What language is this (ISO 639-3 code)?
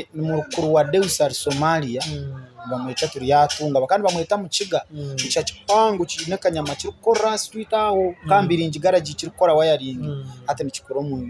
nyn